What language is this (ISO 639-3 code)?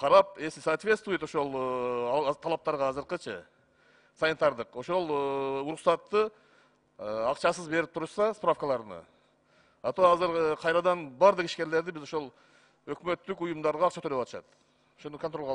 kir